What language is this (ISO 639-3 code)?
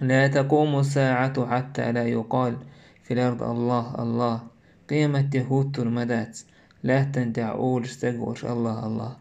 che